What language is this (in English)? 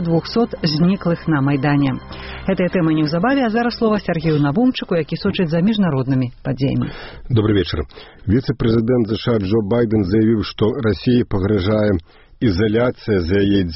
Belarusian